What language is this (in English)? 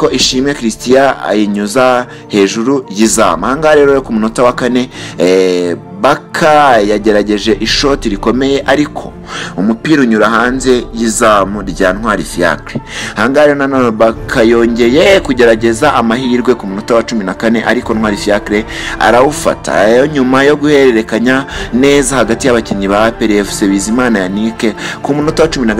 Kinyarwanda